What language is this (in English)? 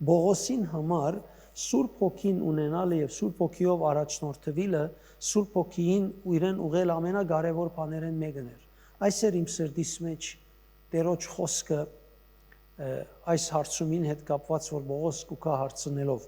Western Armenian